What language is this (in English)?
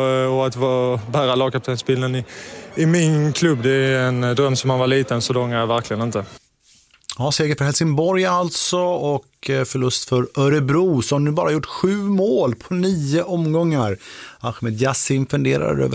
Swedish